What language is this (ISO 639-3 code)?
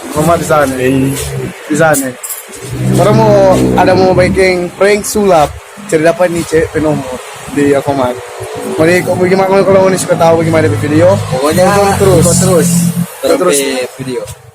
xmm